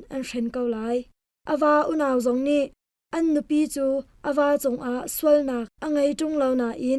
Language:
Hakha Chin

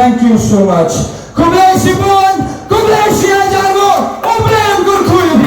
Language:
Khasi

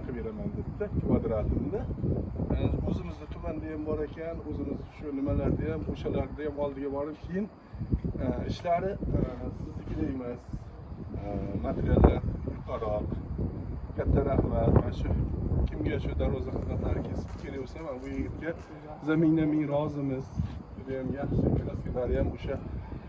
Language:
Uzbek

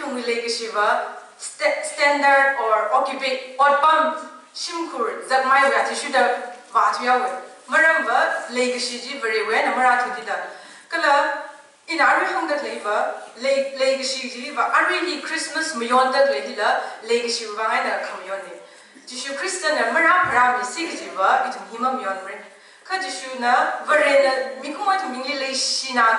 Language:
Tangkhul Naga (India)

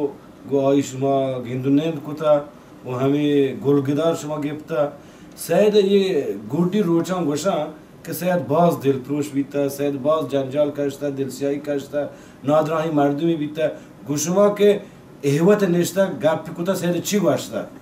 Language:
Baluchi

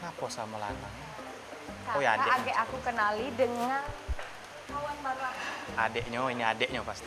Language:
Musi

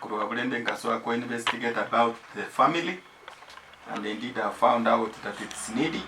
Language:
Gusii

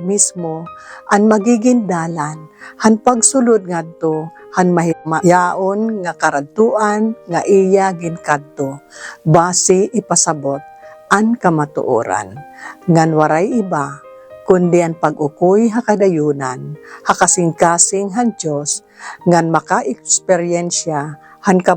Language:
Waray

